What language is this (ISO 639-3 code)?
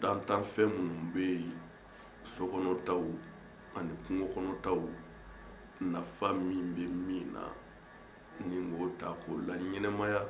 bam